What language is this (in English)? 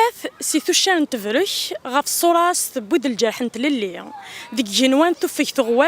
Kabyle